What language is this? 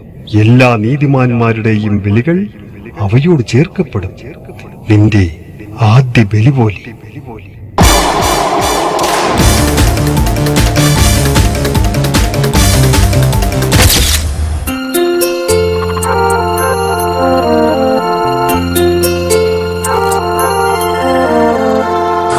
Malayalam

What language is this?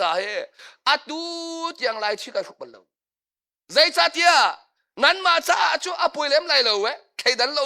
Hakha Chin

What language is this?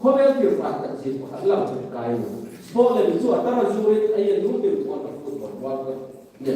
Hmar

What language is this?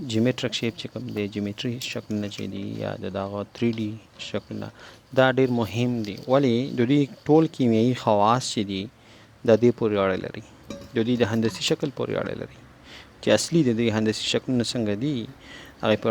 Pashto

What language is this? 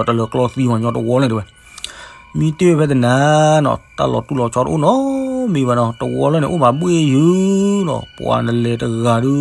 S'gaw Karen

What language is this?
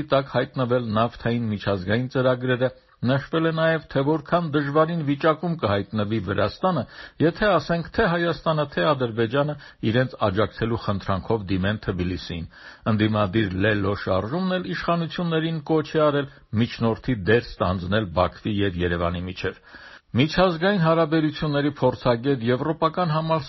Armenian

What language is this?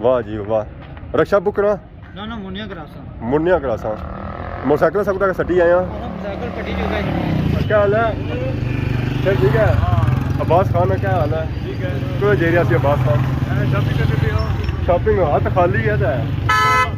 Pahari-Potwari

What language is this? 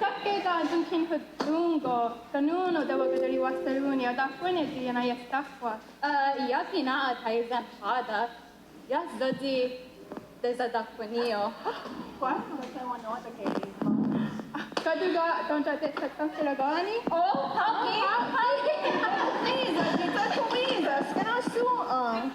Mohawk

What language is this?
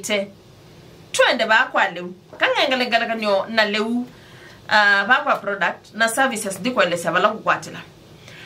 Kamba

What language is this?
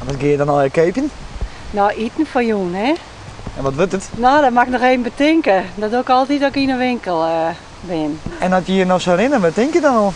Western Frisian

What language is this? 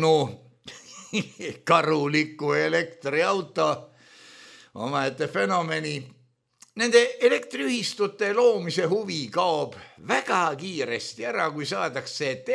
Estonian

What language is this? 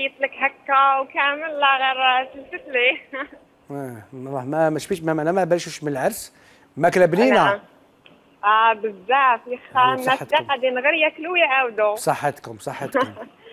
Algerian Arabic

